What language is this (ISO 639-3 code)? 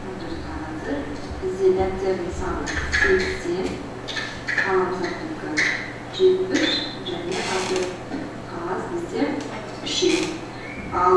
kaz